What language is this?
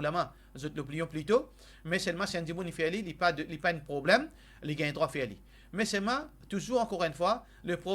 Morisyen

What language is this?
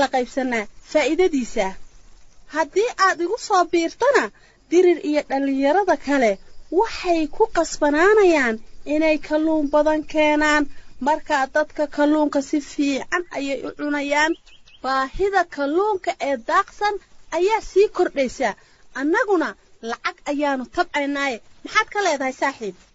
Somali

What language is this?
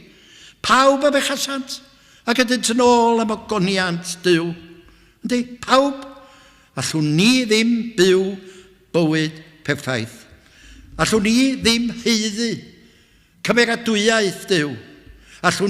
Welsh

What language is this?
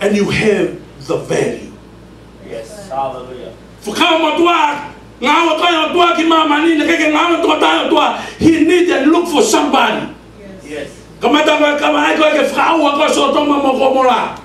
Tongan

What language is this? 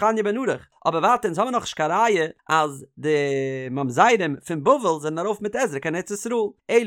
Yiddish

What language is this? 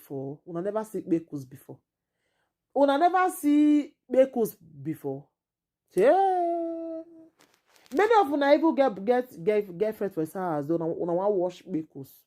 Nigerian Pidgin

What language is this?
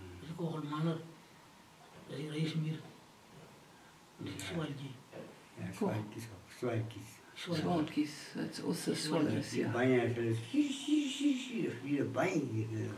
Afrikaans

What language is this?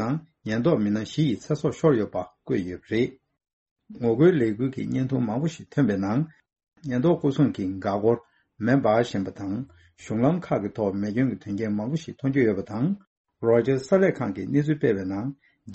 Tibetan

